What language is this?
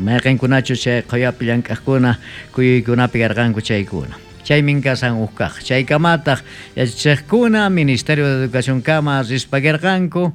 South Bolivian Quechua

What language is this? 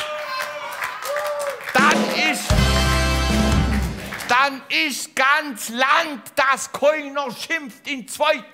German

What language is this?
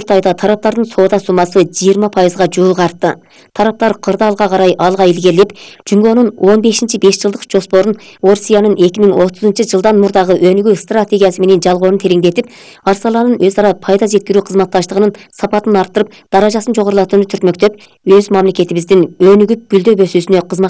Kyrgyz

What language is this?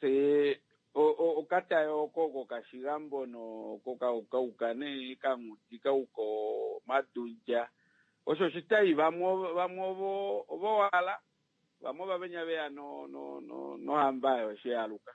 Kuanyama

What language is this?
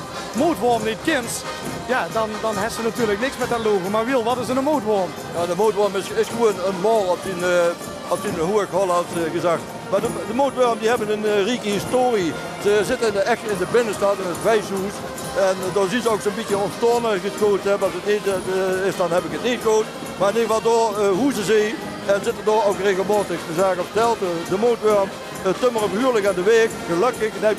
Limburgish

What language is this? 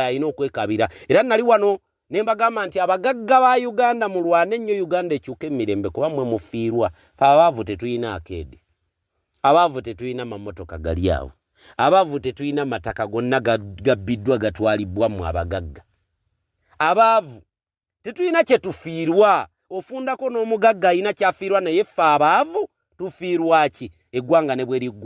Ganda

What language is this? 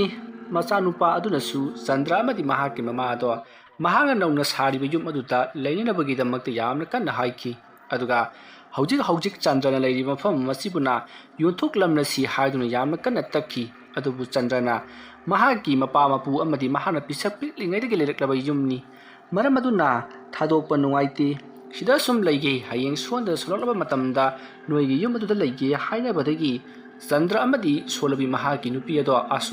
Manipuri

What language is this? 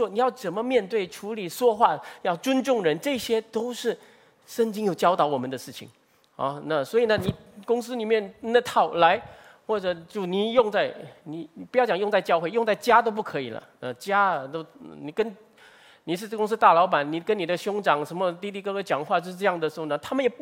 Chinese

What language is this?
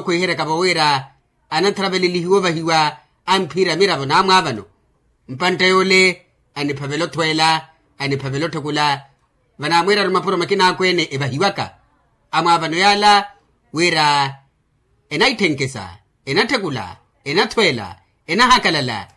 Makhuwa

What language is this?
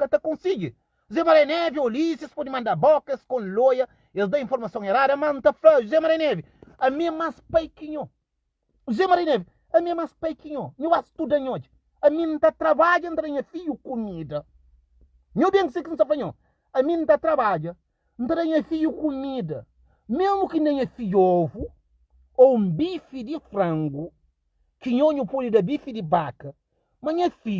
Kabuverdianu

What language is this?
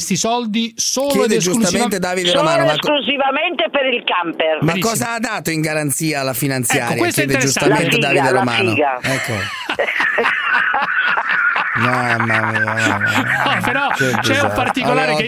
Italian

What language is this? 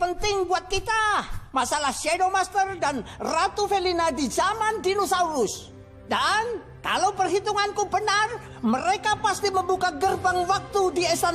Indonesian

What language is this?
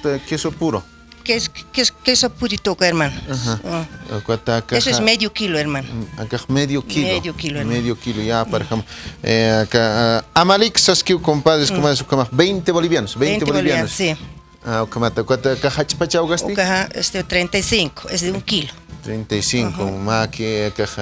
Aymara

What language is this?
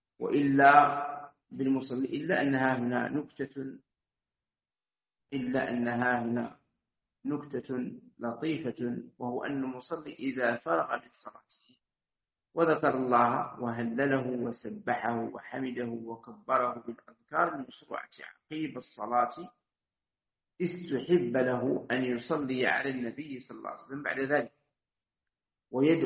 Arabic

